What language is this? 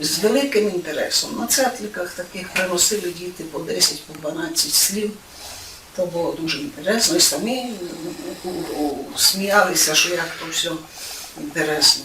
Rusyn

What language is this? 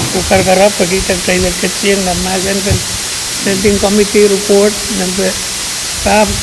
Pohnpeian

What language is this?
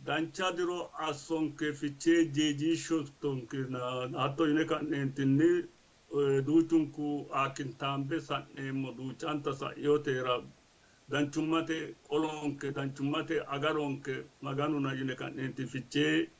Sidamo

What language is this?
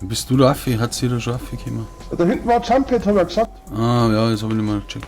Bavarian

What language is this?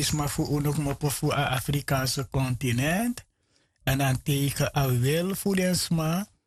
Sranan Tongo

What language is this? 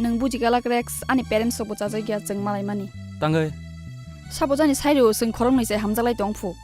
Kok Borok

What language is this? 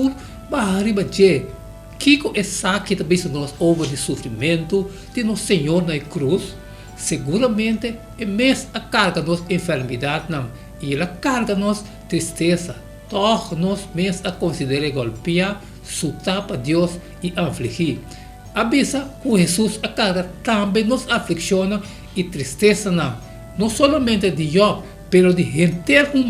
Papiamento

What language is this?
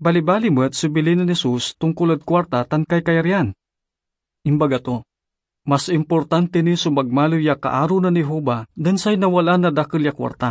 Pangasinan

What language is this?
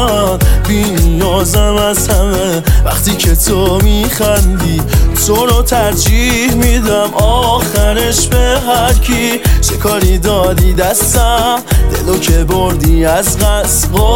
Persian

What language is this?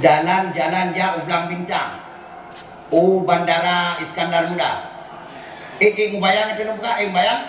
Achinese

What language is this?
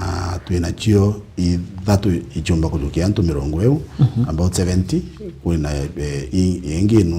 Meru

